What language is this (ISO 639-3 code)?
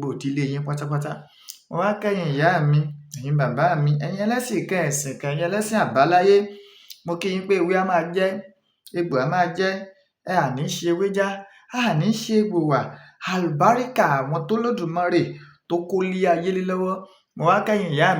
yor